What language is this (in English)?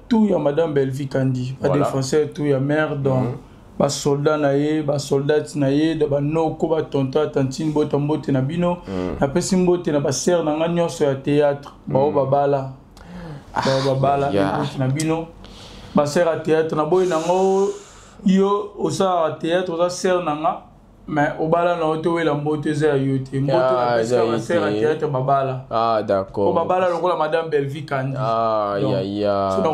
Lingala